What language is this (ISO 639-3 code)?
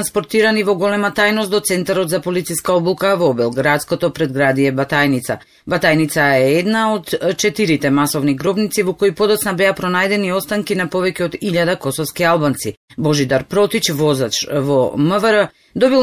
mkd